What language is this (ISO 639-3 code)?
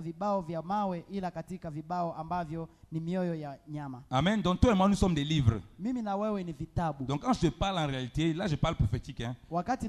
swa